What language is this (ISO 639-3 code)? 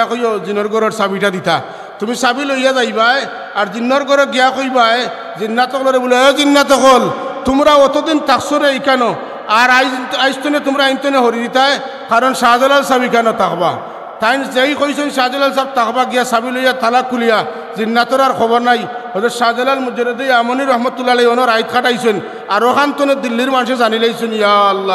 syl